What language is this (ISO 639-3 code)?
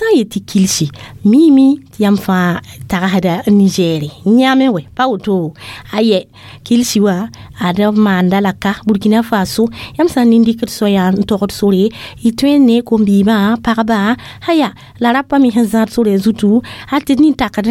mos